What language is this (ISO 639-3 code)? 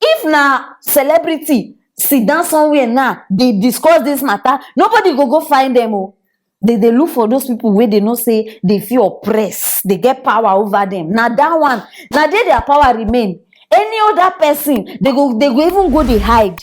pcm